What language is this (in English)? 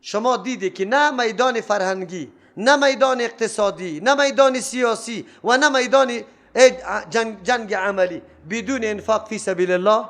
Persian